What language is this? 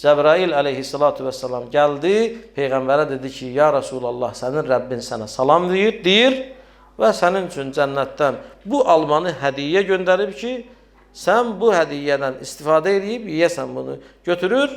Azerbaijani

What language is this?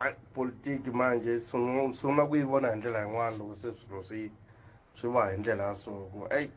Tsonga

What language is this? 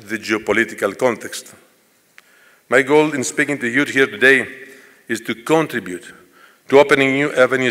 English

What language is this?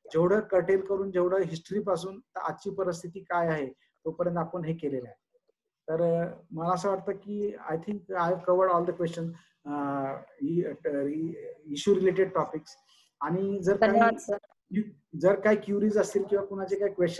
Marathi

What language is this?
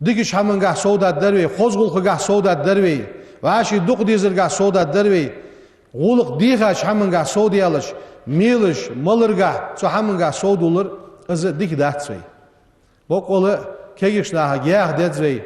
Ingush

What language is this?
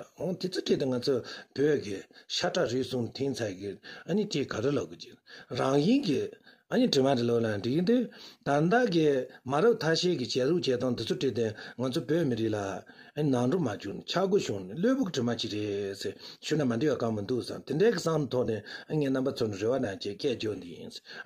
Tibetan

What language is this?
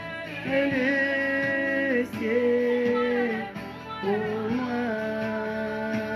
French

